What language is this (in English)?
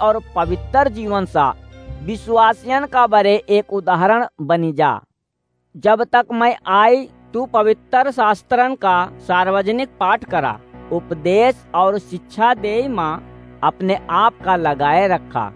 Awadhi